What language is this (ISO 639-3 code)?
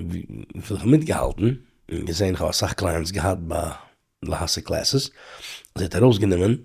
yid